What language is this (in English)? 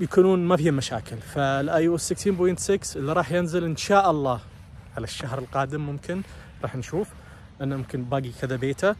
Najdi Arabic